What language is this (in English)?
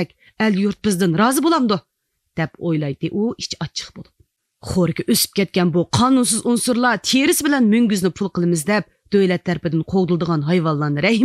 Uyghur